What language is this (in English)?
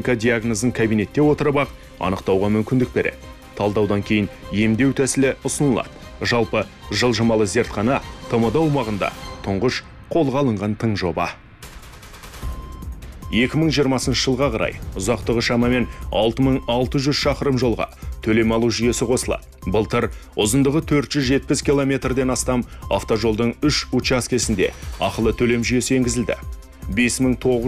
Kazakh